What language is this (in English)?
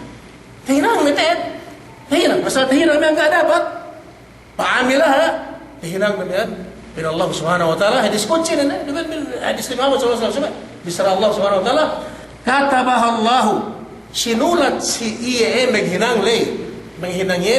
Yakan